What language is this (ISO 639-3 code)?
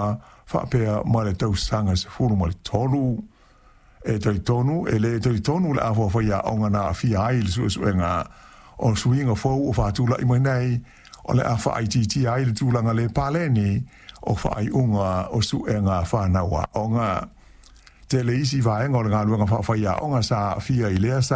smo